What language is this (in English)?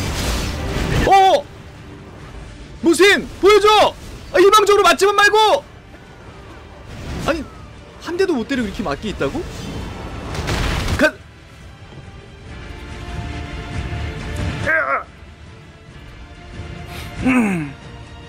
Korean